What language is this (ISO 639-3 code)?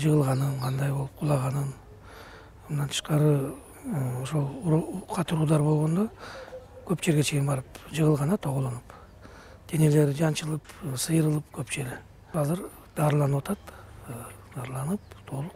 kir